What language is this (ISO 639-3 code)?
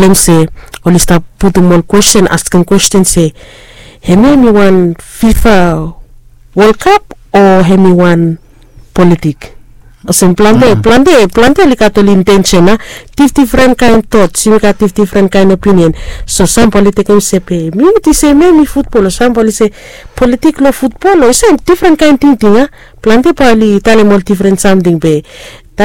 bis